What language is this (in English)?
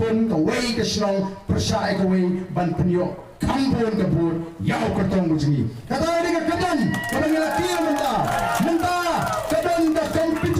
Khasi